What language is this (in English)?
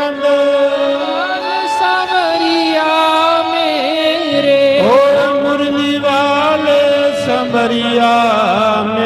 Dogri